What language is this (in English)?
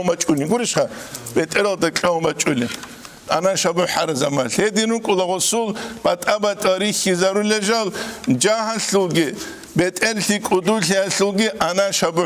Avaric